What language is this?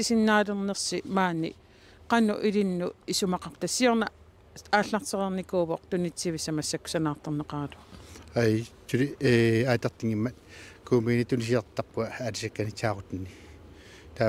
Kalaallisut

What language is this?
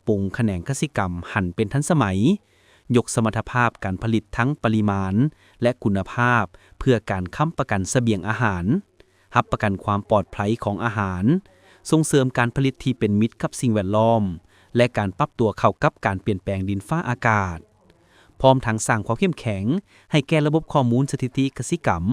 Lao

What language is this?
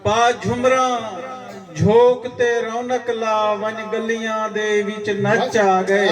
Saraiki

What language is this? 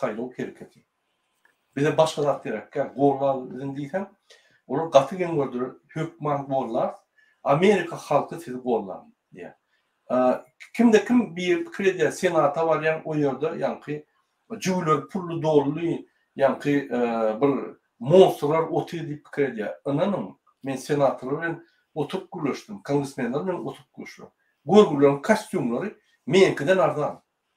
Turkmen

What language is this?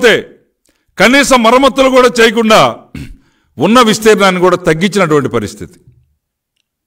Telugu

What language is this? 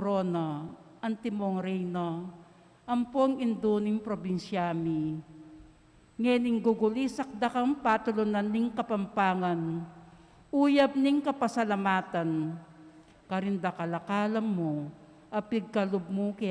Pampanga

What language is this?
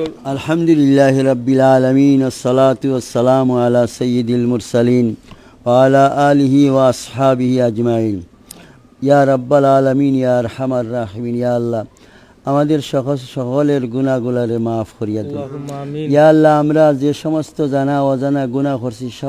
Sylheti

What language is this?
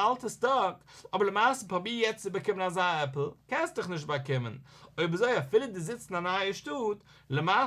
Yiddish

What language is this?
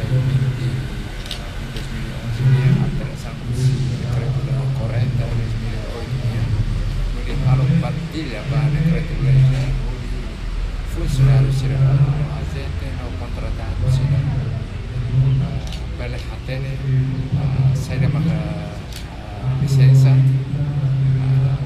Tetum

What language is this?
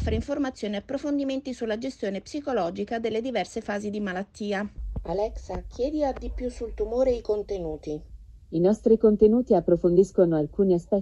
Italian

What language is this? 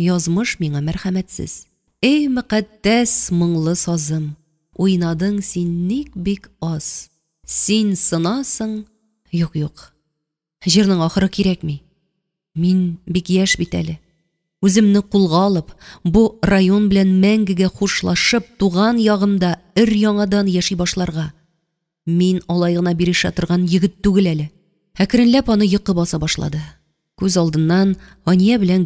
Tatar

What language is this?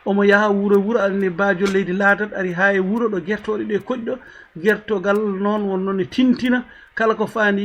Fula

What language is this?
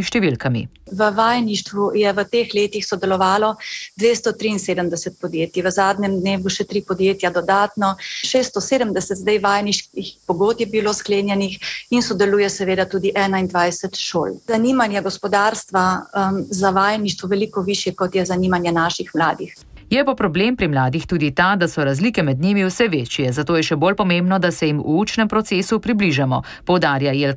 Slovenian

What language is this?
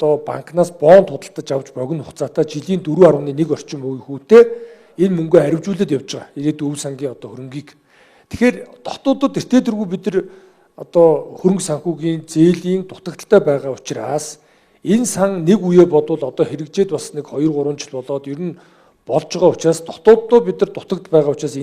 Mongolian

